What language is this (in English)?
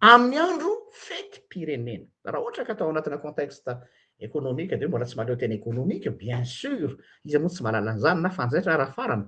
Malagasy